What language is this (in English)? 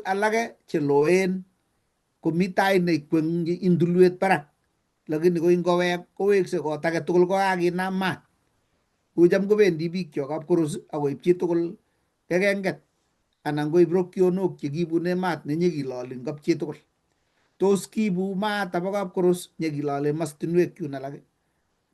Kalenjin